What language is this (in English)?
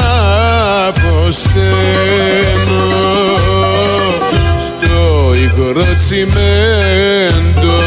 Greek